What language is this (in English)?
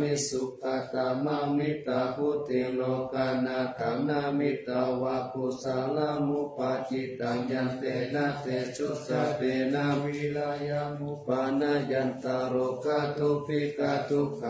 Pali